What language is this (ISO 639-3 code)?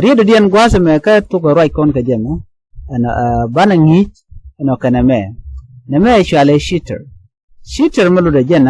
nus